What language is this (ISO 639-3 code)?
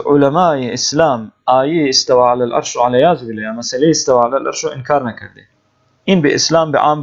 fas